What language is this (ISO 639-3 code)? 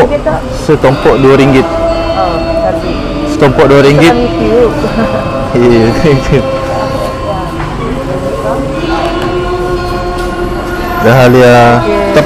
msa